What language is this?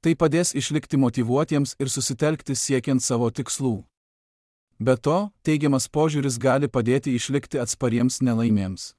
Lithuanian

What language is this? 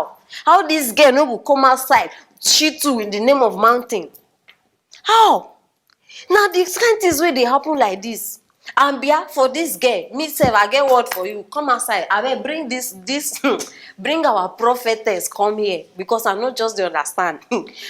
Nigerian Pidgin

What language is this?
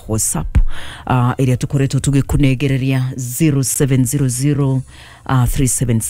Kikuyu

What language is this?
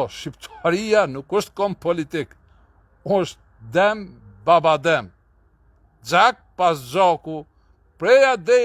Albanian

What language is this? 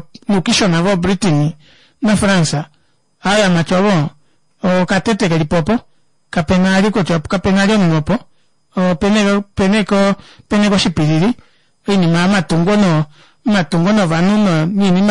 Kuanyama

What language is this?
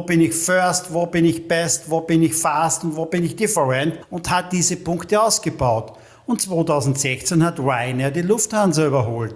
German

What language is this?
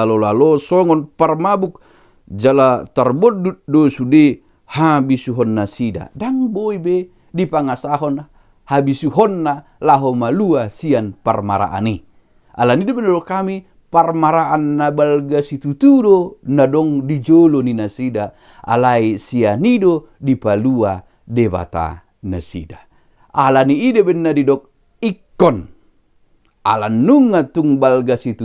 Batak Toba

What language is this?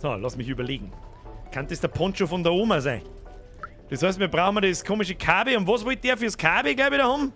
Bavarian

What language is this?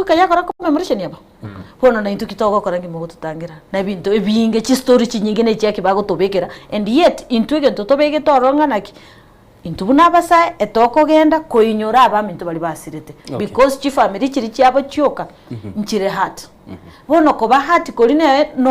Gusii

